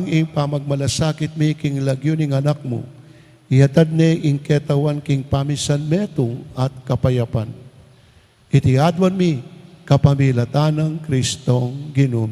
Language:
Pampanga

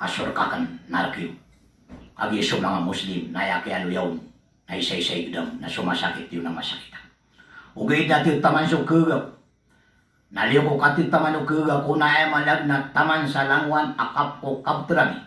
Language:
Maranao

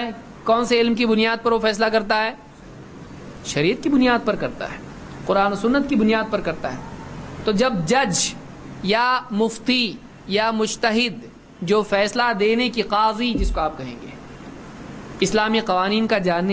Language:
Urdu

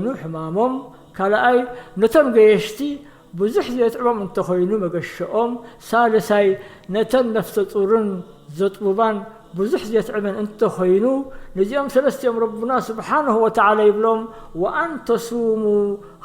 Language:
Tigrinya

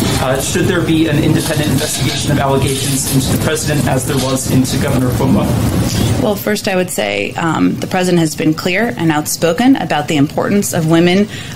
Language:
English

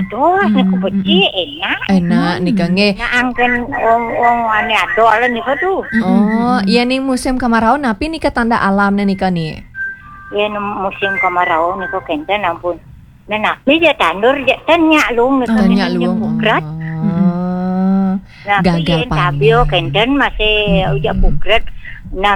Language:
Balinese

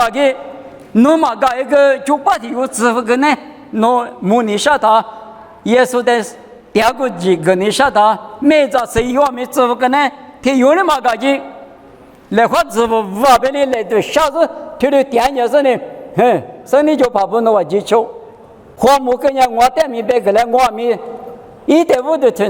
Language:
Lisu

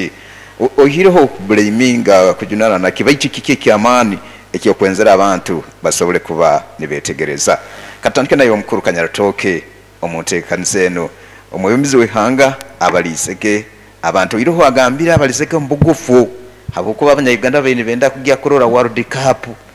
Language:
Nyoro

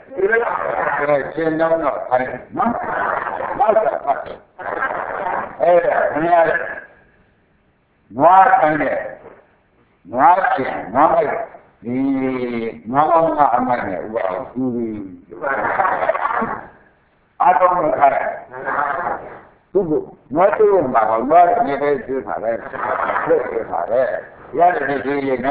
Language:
Burmese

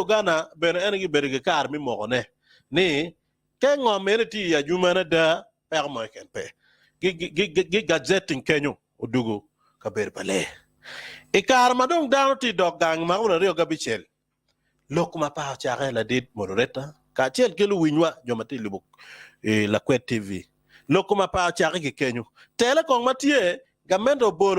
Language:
Acoli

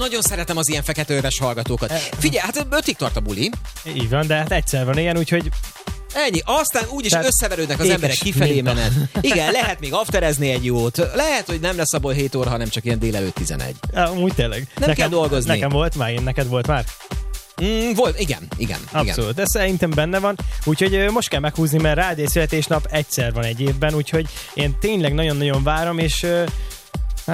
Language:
Hungarian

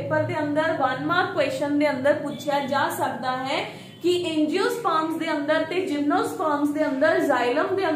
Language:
Punjabi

